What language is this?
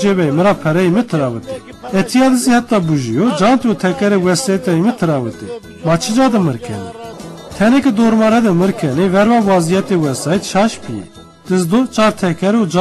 Zaza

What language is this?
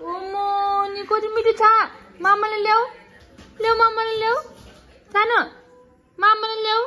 Nepali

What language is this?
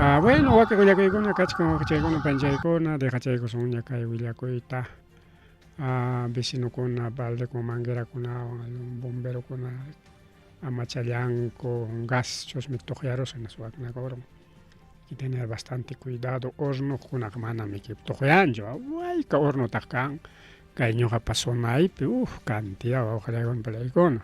Ayacucho Quechua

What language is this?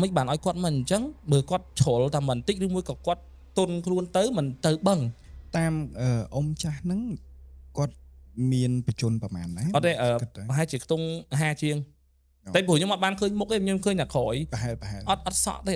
Khmer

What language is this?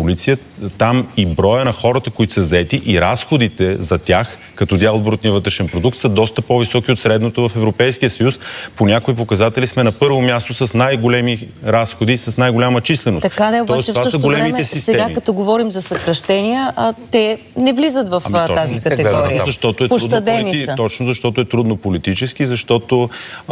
Bulgarian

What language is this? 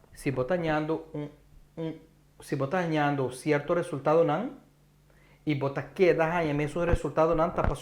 Papiamento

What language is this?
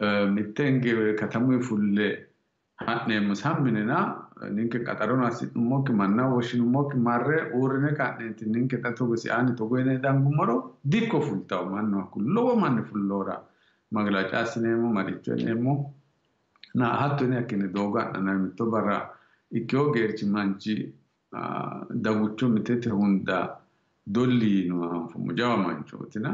Sidamo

